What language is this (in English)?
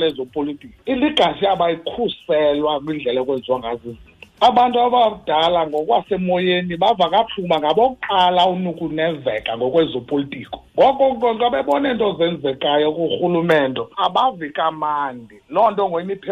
Xhosa